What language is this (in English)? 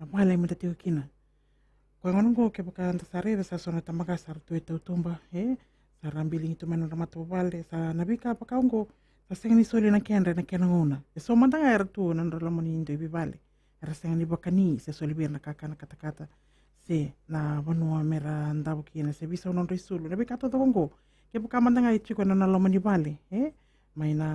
Fijian